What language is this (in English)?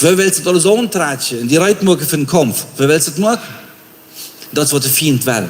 Plautdietsch